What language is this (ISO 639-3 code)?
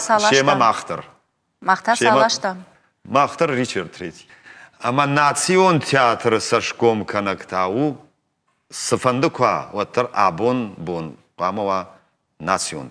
oss